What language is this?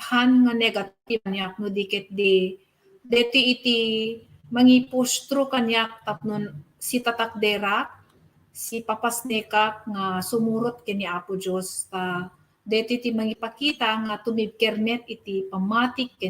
Iloko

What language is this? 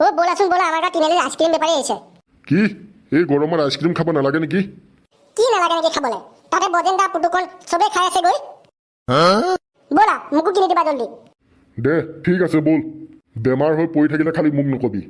Assamese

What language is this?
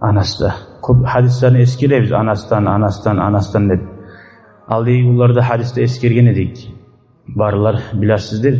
Kumyk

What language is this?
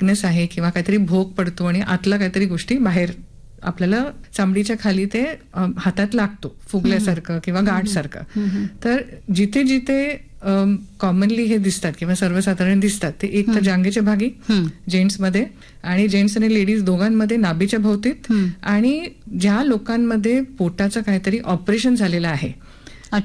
Marathi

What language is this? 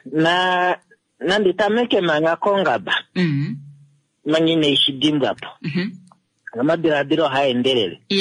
Kuanyama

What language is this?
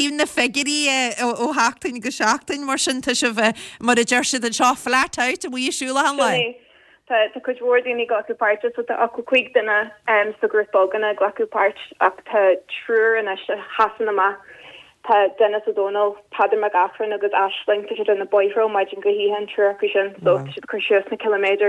Irish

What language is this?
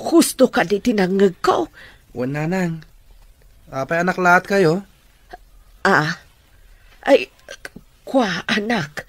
Iloko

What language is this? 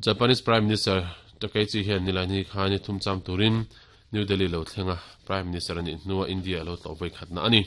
Mizo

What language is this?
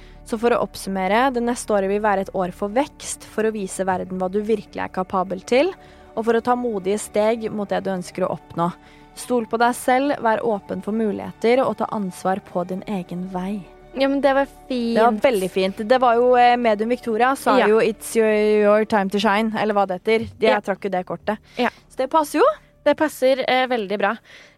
Norwegian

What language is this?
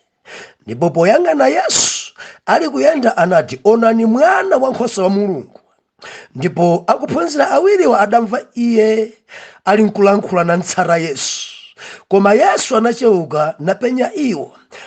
Nyanja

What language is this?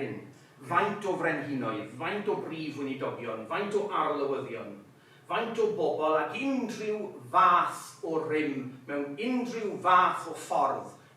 Welsh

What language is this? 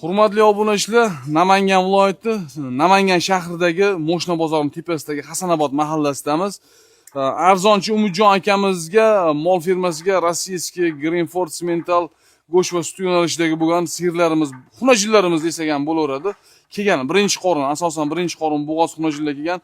Uzbek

